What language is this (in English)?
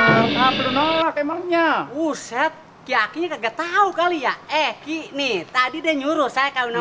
Betawi